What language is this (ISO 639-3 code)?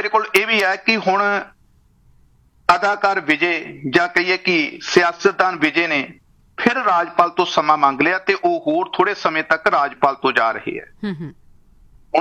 pan